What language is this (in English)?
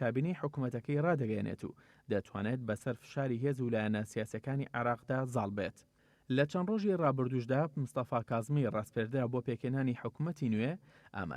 Central Kurdish